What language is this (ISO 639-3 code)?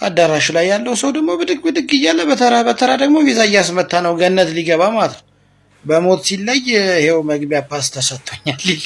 amh